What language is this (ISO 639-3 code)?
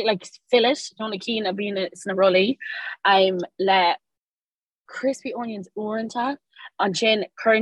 gle